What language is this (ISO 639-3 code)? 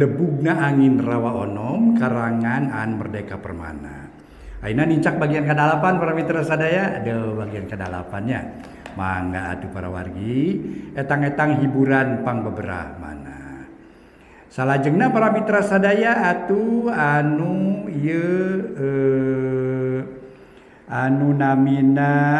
sun